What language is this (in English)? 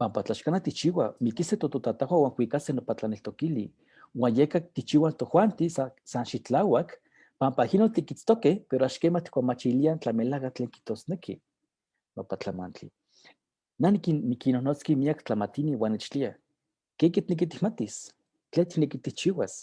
Eastern Huasteca Nahuatl